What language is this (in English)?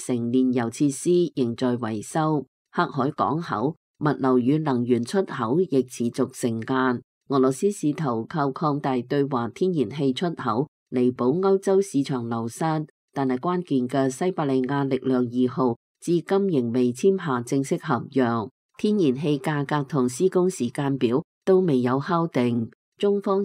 Cantonese